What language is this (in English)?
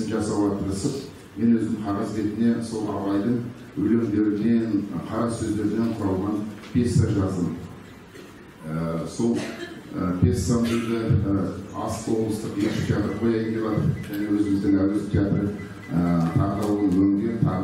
Kazakh